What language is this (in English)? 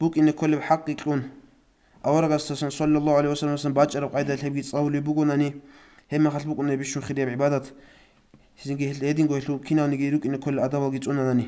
Avaric